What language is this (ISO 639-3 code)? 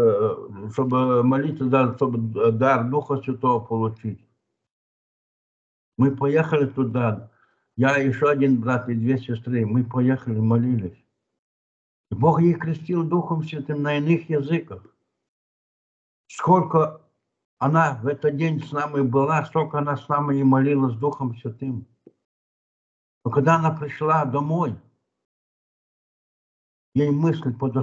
rus